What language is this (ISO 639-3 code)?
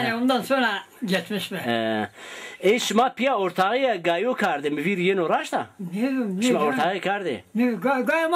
zza